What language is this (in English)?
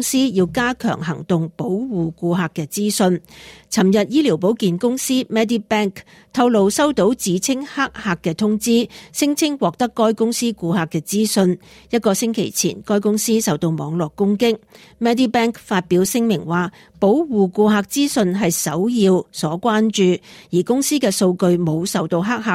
Cantonese